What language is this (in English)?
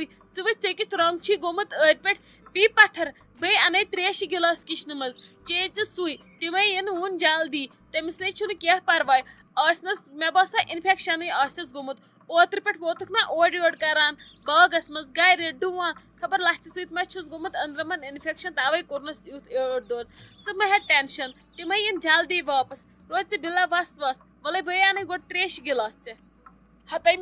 Kashmiri